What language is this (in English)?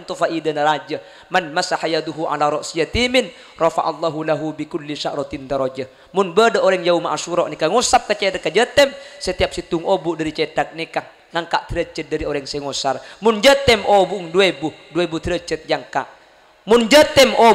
Madurese